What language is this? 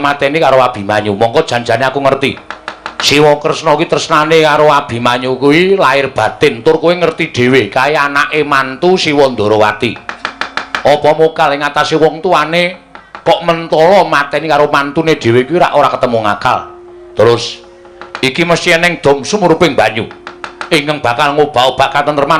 Javanese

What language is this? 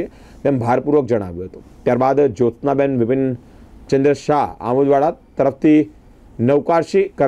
Gujarati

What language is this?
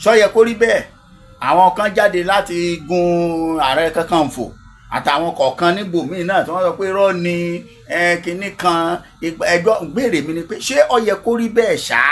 Yoruba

